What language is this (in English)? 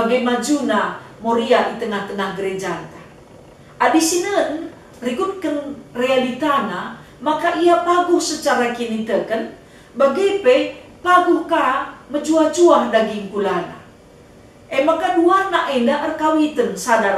Batak Karo